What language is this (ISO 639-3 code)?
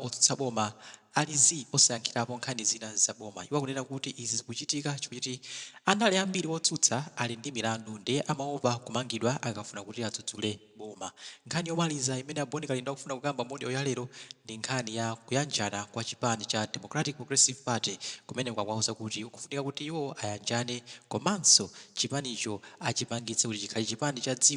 nya